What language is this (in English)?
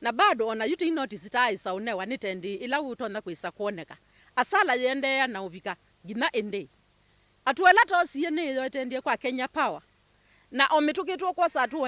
Kamba